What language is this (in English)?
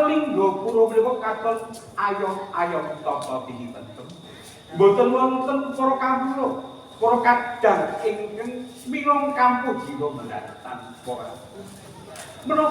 Javanese